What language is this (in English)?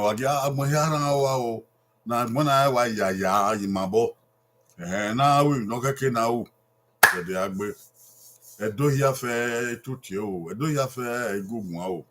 Bini